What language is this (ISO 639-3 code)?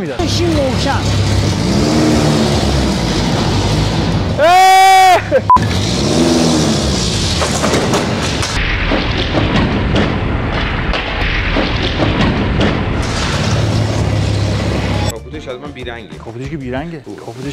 fas